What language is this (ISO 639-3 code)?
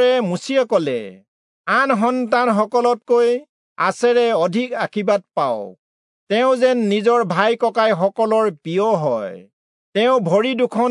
asm